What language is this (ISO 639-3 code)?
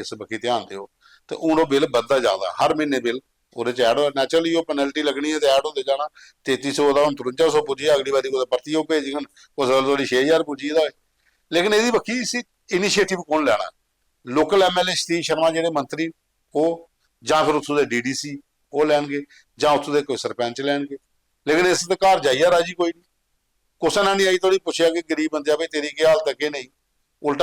doi